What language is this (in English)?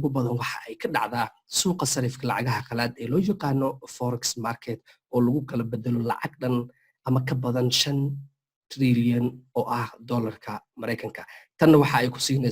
Somali